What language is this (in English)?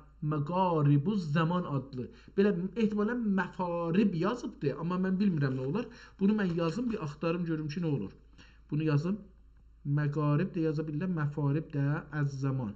South Azerbaijani